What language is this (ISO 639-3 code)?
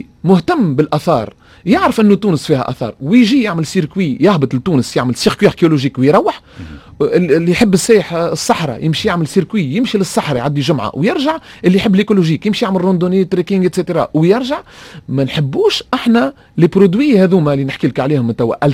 aeb